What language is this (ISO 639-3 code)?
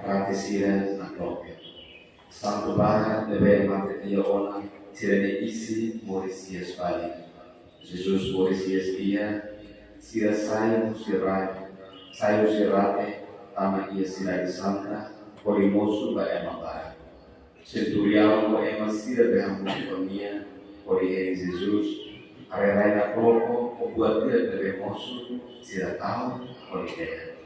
tet